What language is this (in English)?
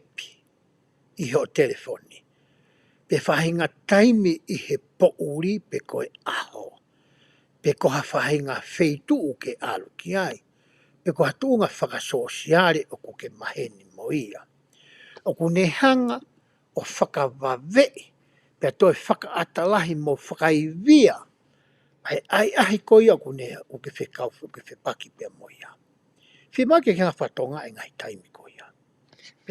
Tongan